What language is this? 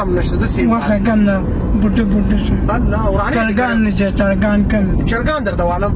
Pashto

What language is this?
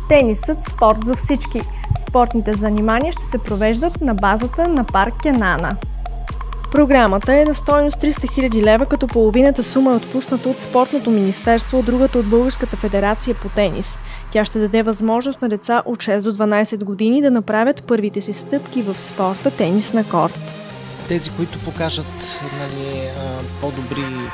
Bulgarian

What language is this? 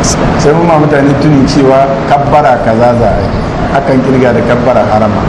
Hausa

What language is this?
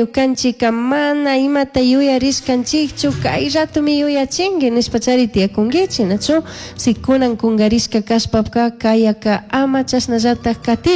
Chimborazo Highland Quichua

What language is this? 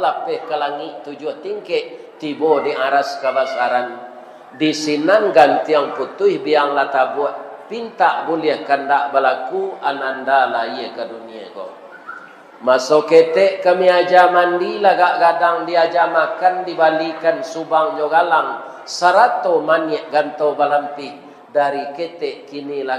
Minangkabau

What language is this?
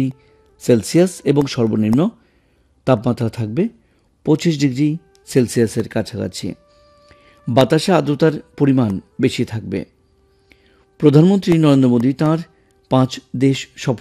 Bangla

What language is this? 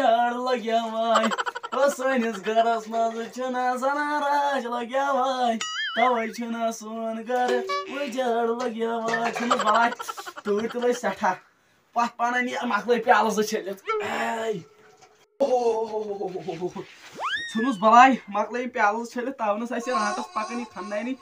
Kashmiri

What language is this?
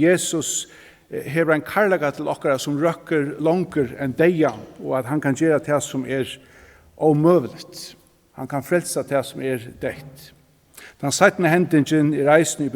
Faroese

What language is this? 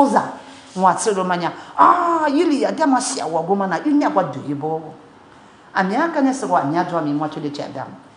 Lisu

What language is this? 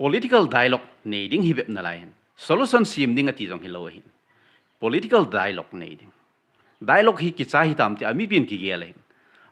Thado Chin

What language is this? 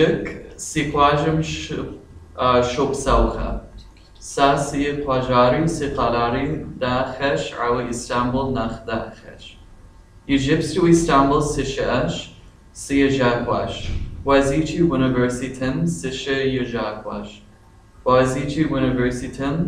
Kabardian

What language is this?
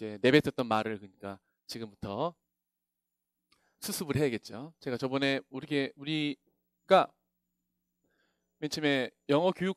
Korean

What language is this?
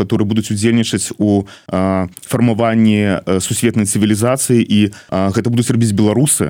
Belarusian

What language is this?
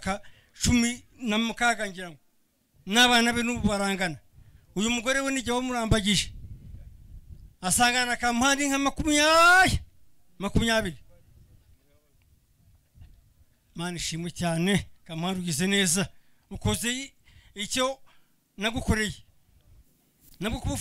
Kinyarwanda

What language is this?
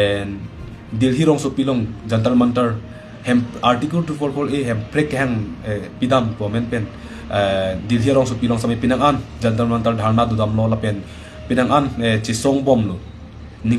Karbi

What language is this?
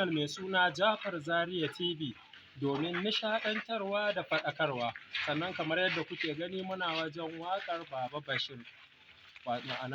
Hausa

